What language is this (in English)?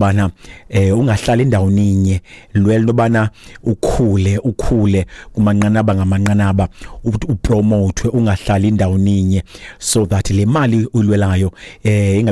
Xhosa